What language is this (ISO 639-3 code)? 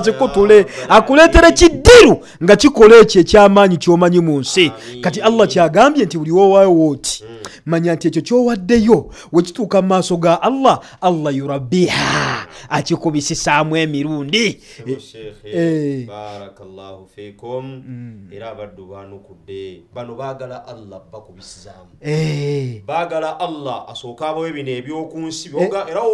lug